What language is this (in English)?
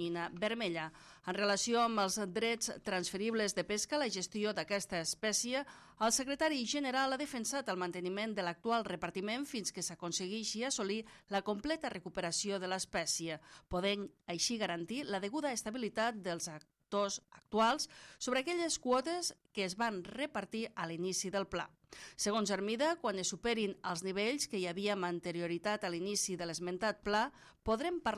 Catalan